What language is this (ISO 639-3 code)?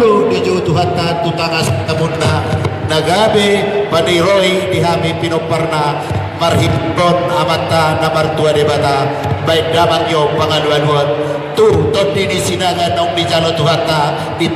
bbc